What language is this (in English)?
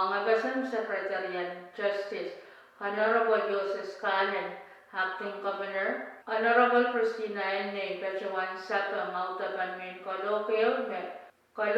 Pohnpeian